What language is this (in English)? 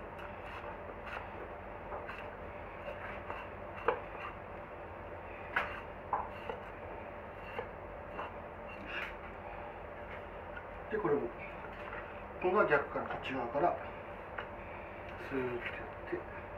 Japanese